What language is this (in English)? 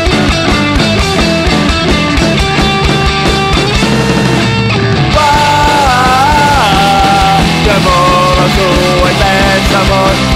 Catalan